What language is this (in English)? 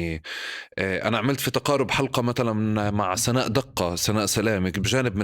North Levantine Arabic